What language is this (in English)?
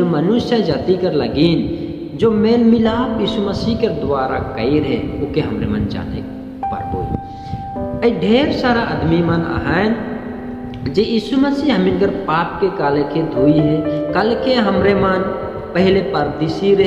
Sadri